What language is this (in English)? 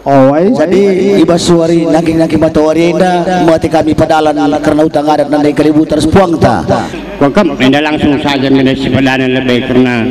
Batak Karo